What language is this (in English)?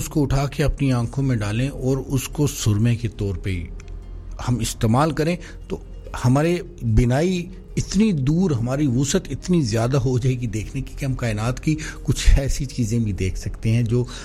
Urdu